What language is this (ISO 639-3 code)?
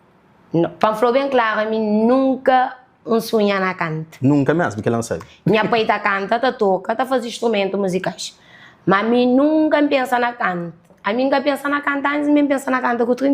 kea